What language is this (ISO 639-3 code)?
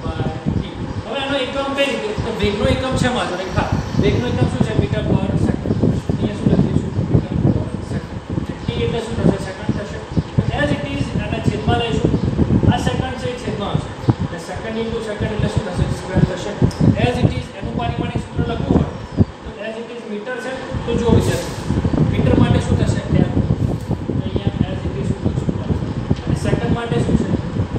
guj